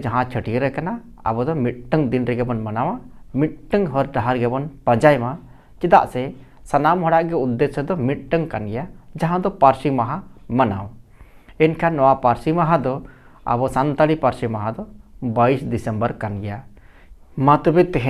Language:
Santali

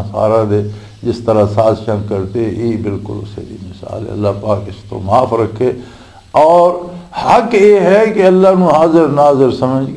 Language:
Western Panjabi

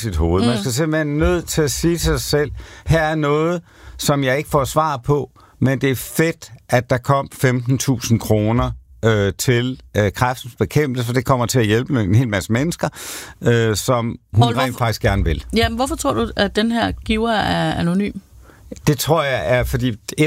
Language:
Danish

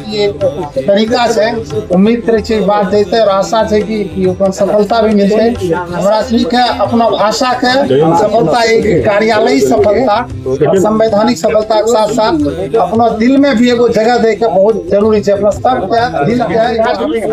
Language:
Angika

